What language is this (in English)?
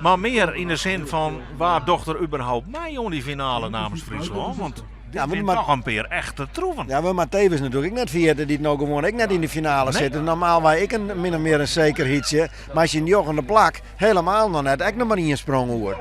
Western Frisian